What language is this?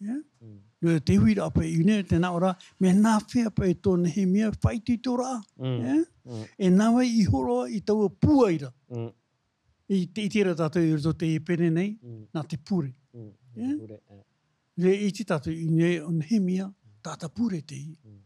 Tahitian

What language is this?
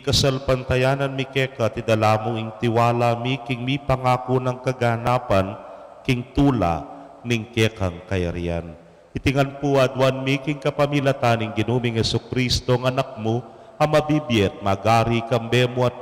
Pampanga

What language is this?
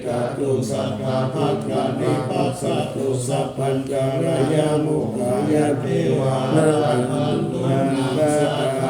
Pali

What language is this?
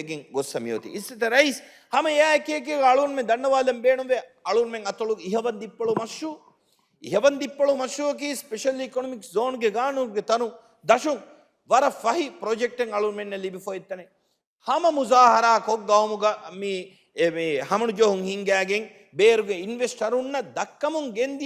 Divehi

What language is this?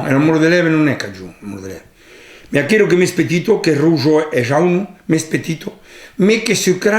Occitan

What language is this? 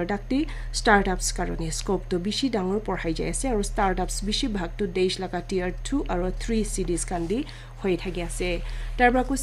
Naga Pidgin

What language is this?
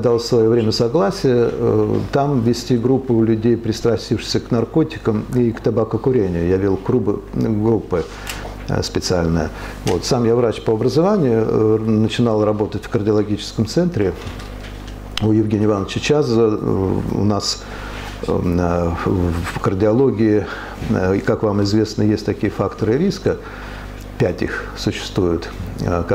Russian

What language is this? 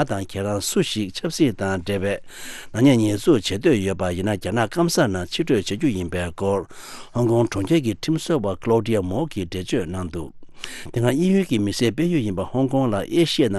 Tibetan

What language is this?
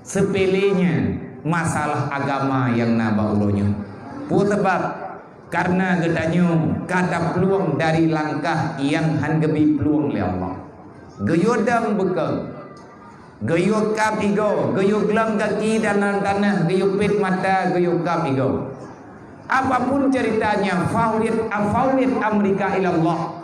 Achinese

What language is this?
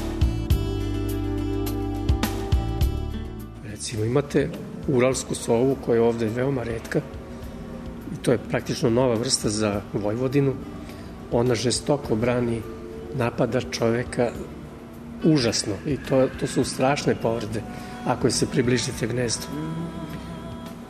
Serbian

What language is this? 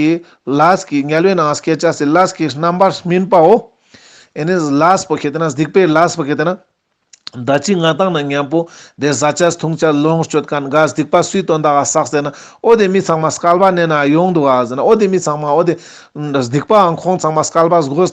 Ladakhi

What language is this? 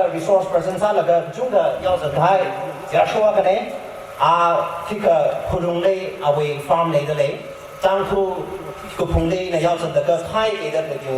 Tangkhul Naga (India)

